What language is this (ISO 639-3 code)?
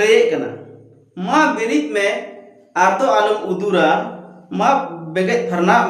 sat